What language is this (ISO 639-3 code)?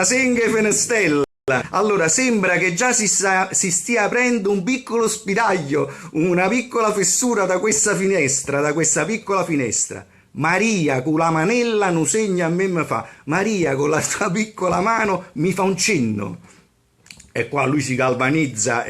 nap